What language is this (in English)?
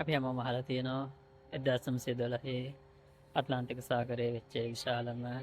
Sinhala